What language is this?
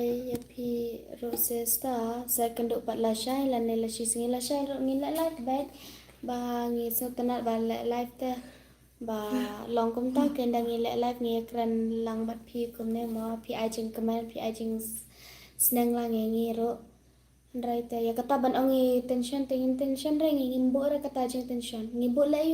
Khasi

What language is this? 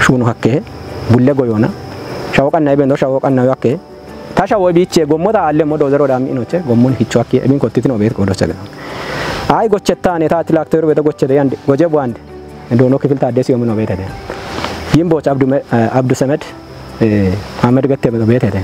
Kafa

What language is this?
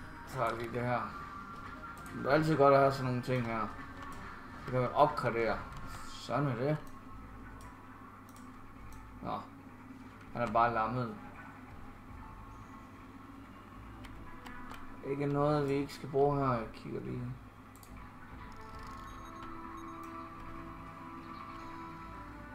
Danish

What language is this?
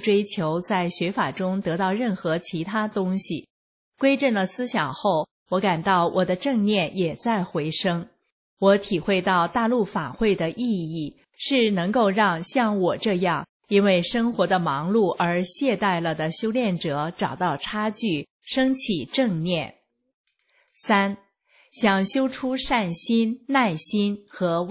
Chinese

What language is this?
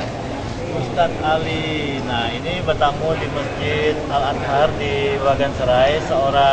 Banjar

